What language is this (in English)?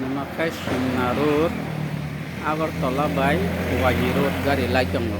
Kok Borok